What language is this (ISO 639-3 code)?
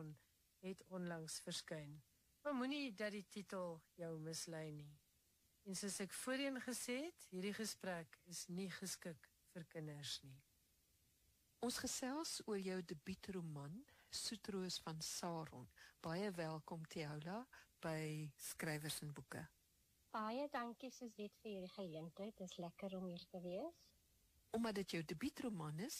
afr